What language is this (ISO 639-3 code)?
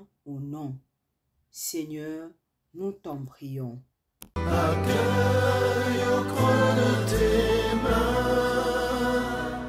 fra